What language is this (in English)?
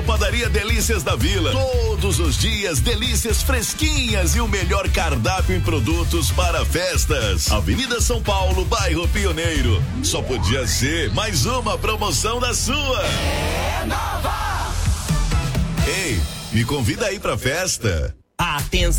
Portuguese